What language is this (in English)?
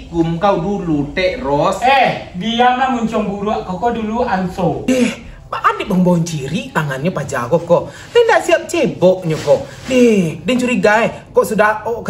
Minangkabau